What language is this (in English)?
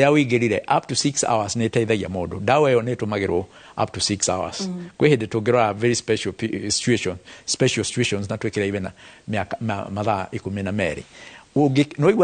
Kikuyu